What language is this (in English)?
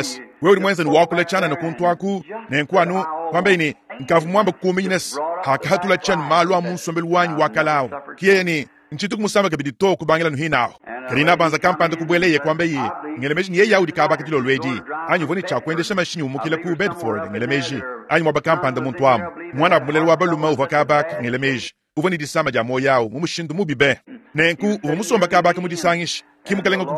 Luba-Lulua